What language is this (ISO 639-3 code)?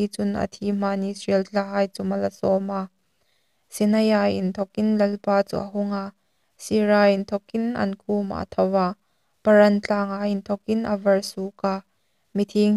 hmr